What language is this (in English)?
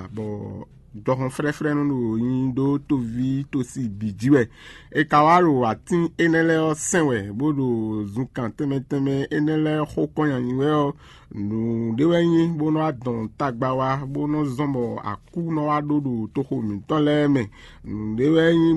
Fon